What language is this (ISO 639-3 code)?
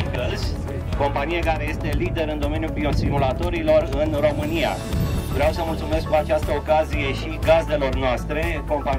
ron